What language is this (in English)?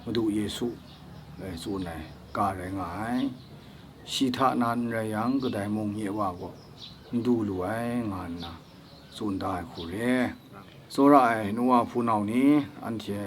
Kachin